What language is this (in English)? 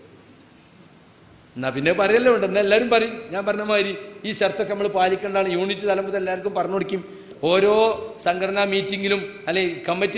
Malayalam